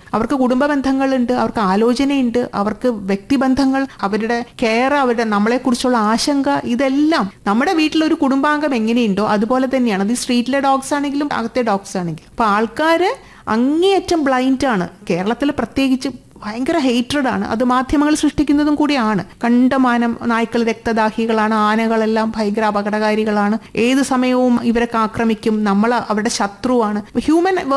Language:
Malayalam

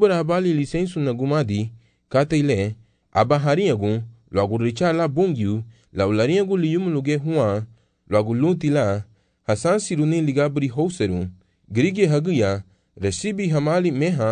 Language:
Garifuna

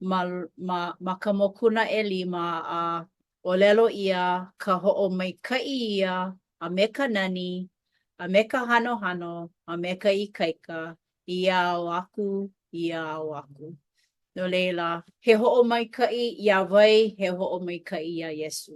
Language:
Hawaiian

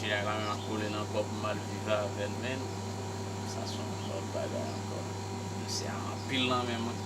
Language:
Haitian Creole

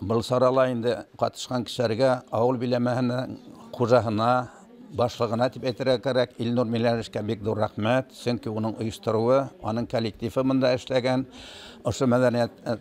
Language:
Bashkir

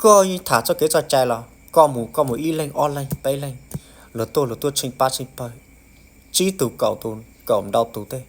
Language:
Hmong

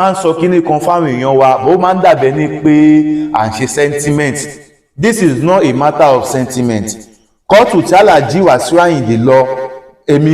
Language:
Yoruba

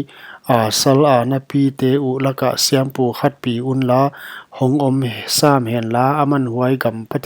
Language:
Paite Chin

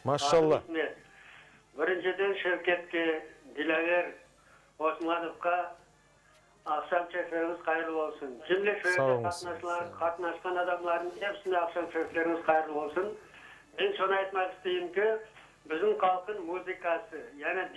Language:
Crimean Tatar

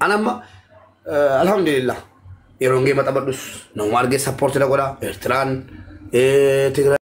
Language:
Oromo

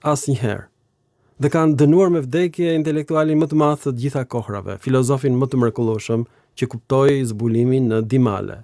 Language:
Albanian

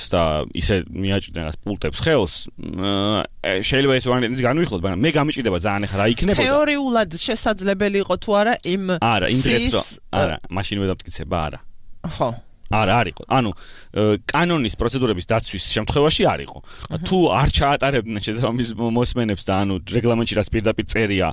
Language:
Georgian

